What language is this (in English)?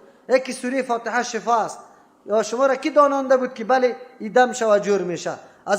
Persian